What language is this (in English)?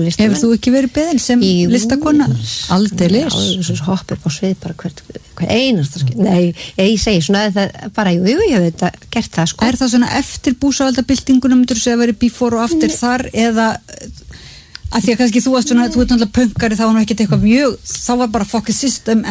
Icelandic